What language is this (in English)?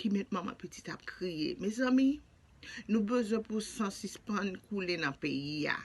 Haitian Creole